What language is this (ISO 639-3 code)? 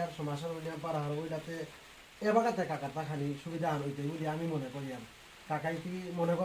bpy